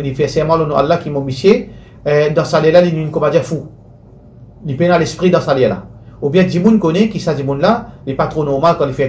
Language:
Morisyen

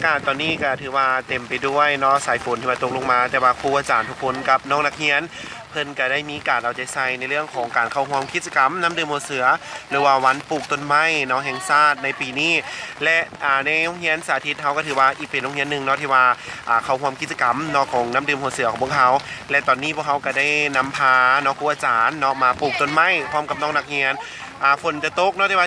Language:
Lao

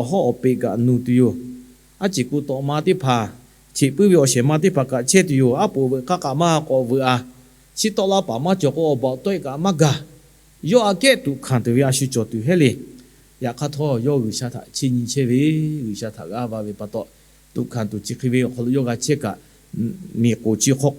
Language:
Lahu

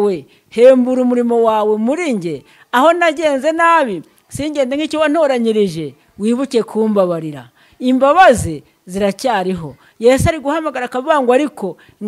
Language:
Kinyarwanda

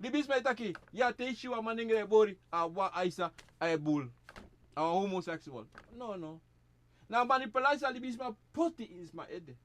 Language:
Sranan Tongo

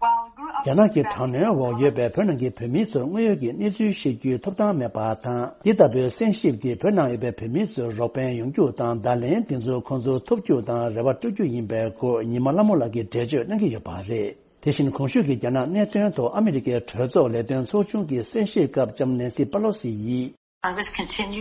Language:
Tibetan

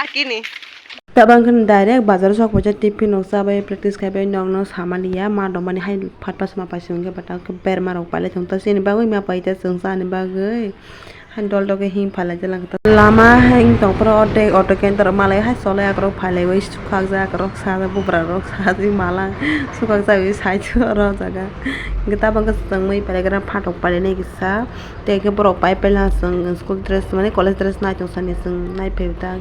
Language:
Kok Borok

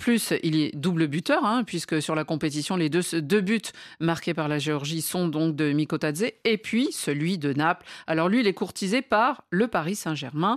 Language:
French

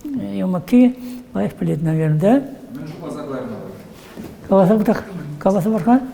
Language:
Chuvash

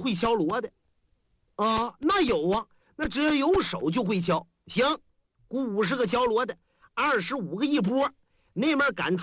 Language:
Chinese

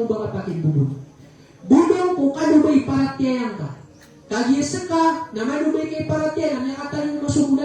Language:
Maranao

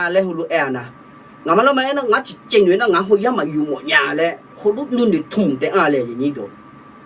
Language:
Akha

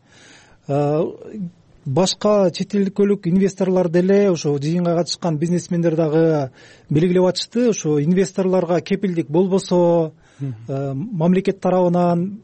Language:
Kyrgyz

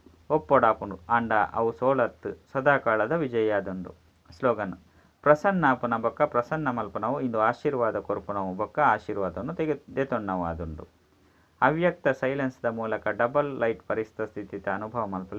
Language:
Tulu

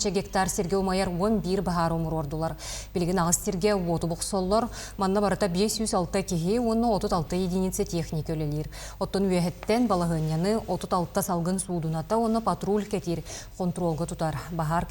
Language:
Yakut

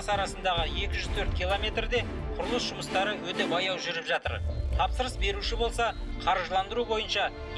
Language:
Kazakh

